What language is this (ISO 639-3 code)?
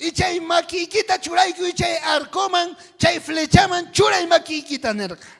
quh